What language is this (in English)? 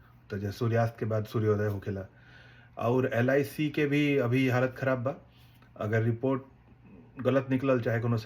Bhojpuri